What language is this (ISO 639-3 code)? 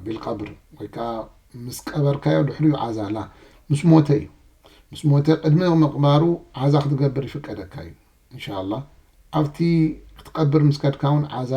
tir